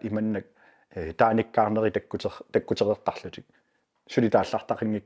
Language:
Kalaallisut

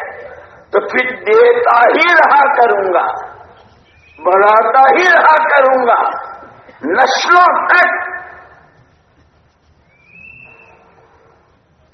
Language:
Urdu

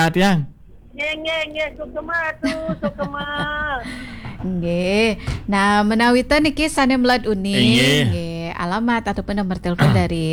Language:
Balinese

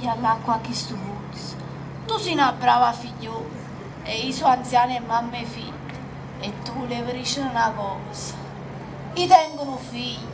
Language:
Neapolitan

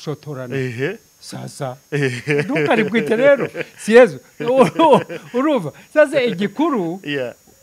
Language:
Rundi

